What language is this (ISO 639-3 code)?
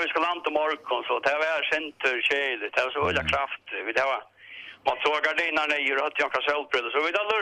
fao